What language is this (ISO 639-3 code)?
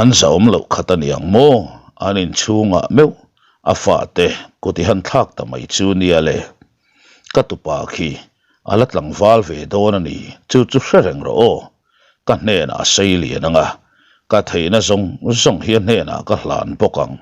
lus